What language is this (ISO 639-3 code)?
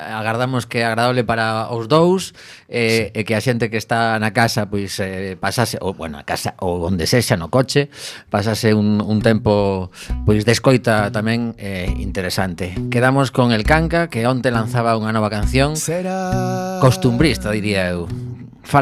glg